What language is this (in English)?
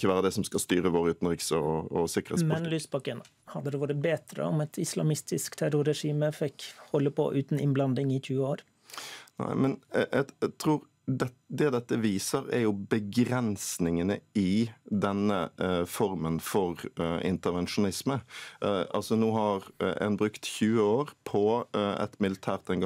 Norwegian